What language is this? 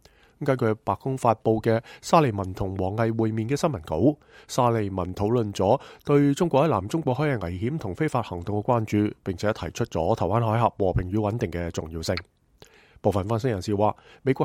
Cantonese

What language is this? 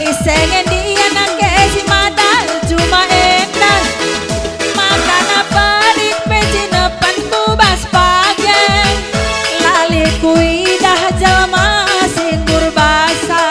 Batak Karo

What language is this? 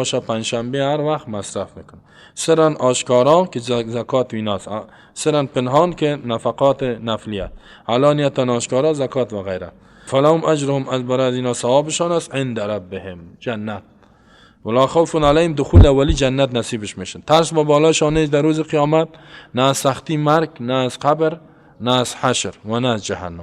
Persian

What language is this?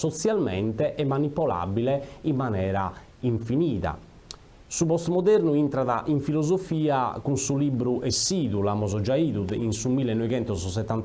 Sardinian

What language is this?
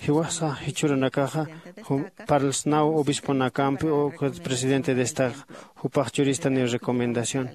Aymara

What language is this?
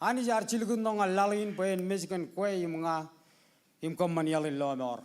Marshallese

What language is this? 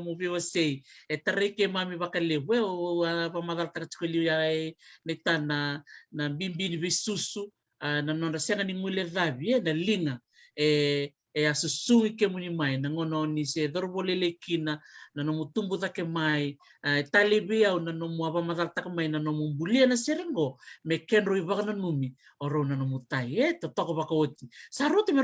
Fijian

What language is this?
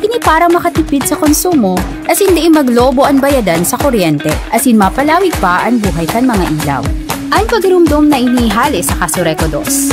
Bikol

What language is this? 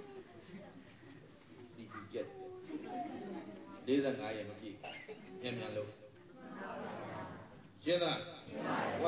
Burmese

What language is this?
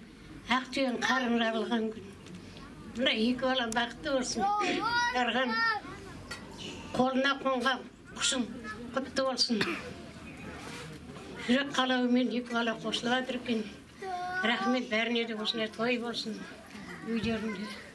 Kazakh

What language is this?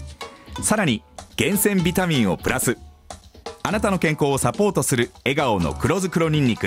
Japanese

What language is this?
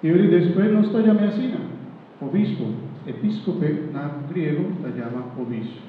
Papiamento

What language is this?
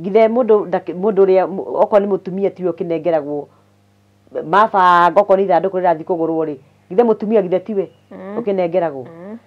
Kikuyu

